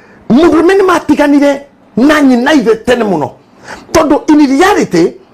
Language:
Kikuyu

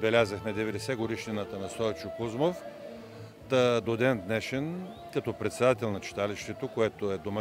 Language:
Bulgarian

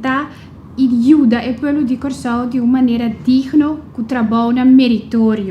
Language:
Papiamento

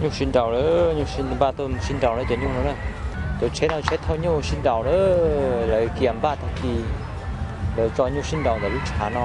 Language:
Hmong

